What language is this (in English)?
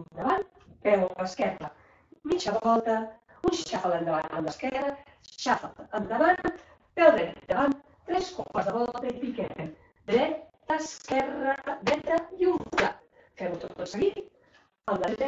Catalan